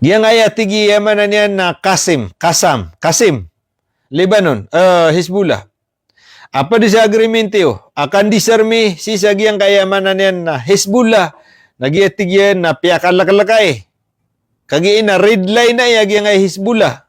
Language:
Maranao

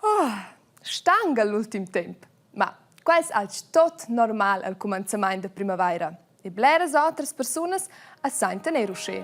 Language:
Romansh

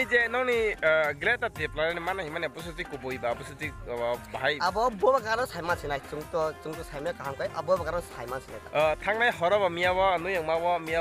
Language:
Kok Borok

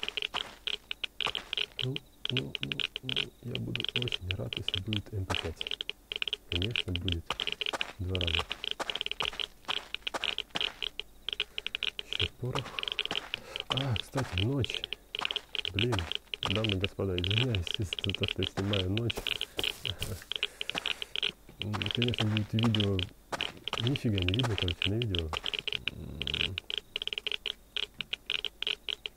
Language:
Russian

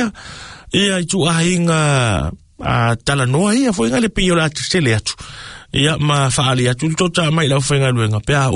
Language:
Samoan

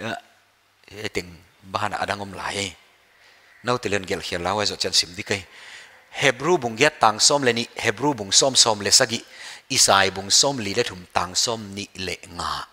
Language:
Paite Chin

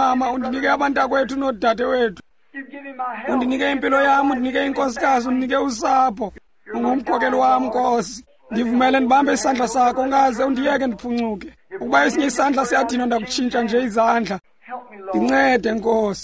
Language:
Xhosa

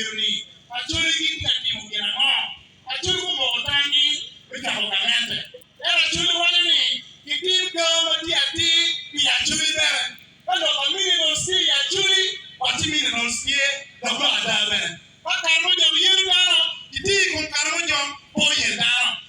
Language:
Acoli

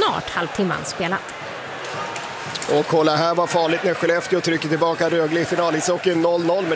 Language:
Swedish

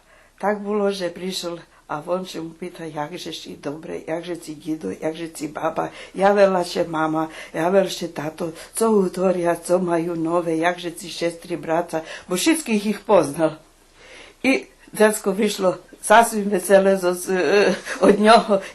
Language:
Rusyn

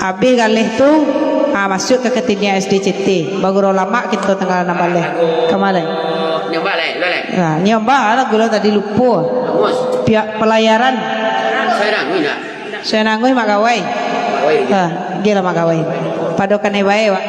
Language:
Minangkabau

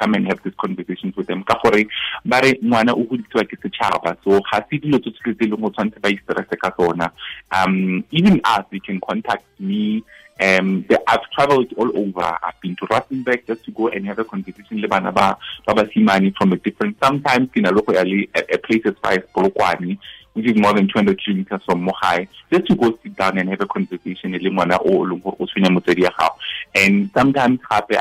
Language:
Tswana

